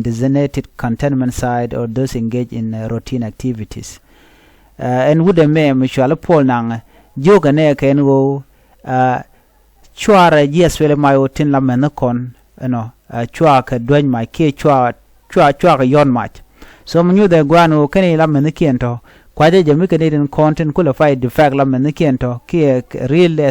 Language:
Nuer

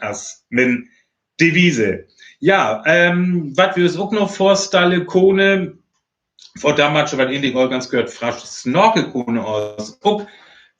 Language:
Northern Frisian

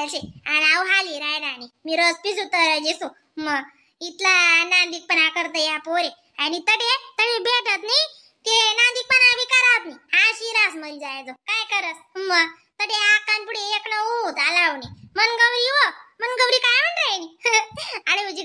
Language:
Khandesi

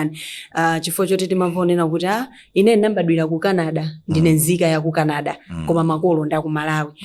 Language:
Nyanja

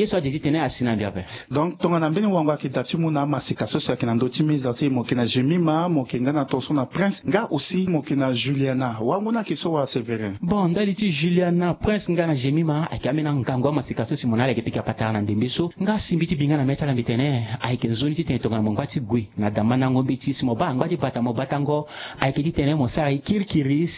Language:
Sango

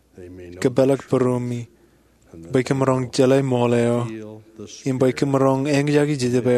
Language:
Marshallese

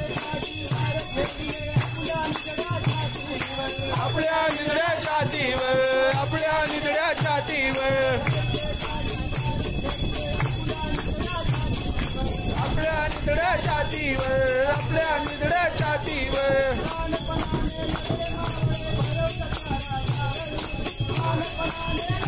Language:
Marathi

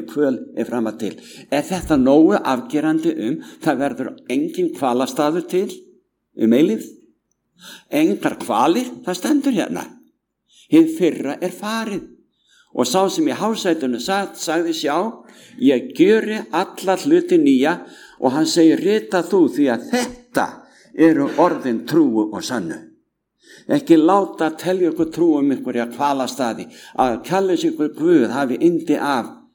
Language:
Icelandic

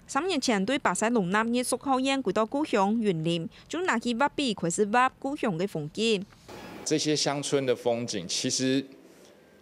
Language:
Hakka Chinese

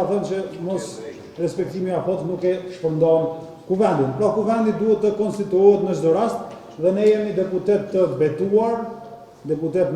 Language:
Albanian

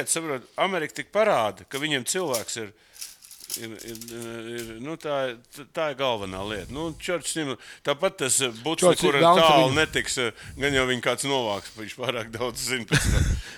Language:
Latvian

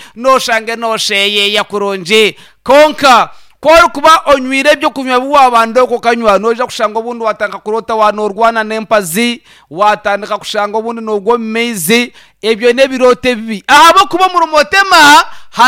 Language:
Nyankole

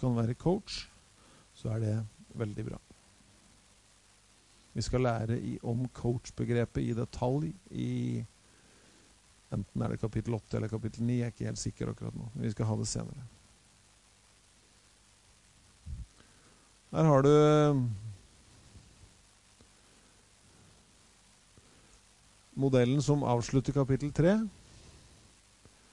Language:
Norwegian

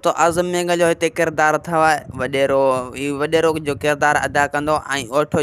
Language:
Sindhi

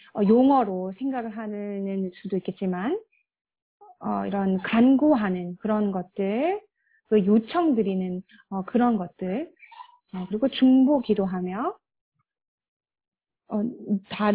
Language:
Korean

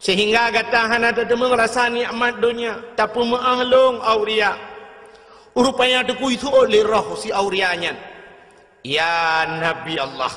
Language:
Achinese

